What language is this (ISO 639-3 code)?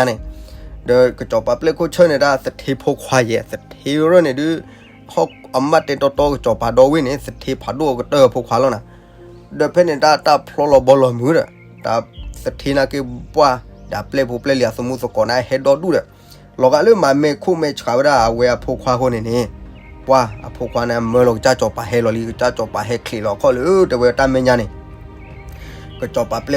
ksw